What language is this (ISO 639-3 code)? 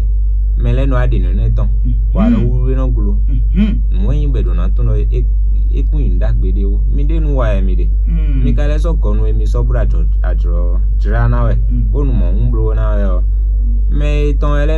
fon